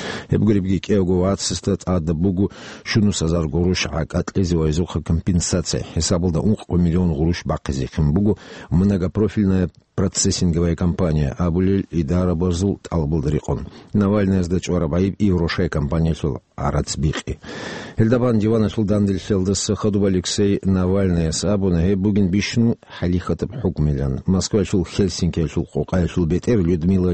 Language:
Avaric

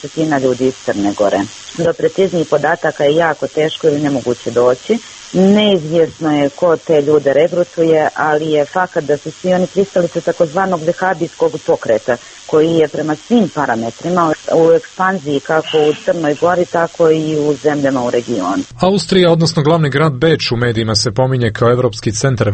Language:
Serbian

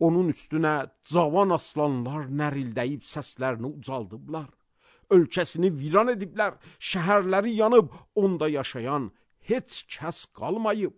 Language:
Azerbaijani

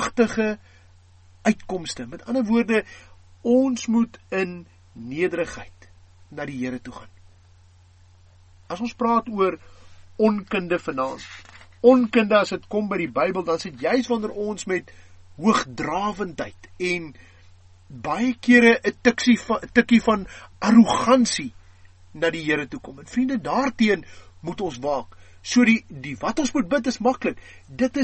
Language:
Afrikaans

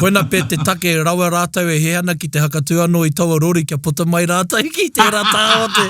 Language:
Māori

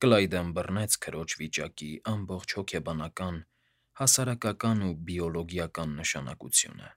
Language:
Armenian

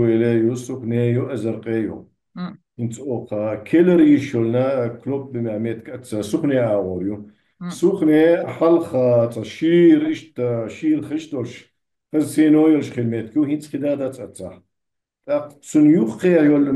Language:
Chechen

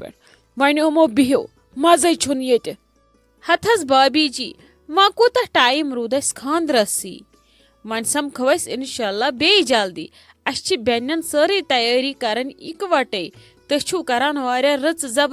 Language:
Kashmiri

